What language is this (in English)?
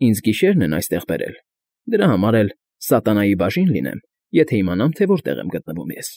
Armenian